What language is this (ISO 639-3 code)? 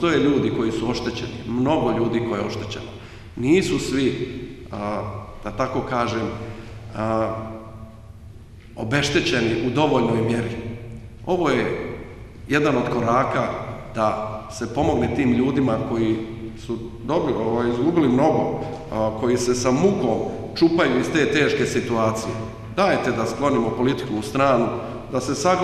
bos